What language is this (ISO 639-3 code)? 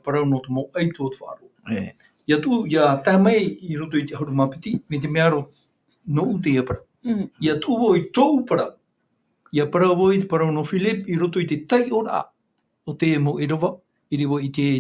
tah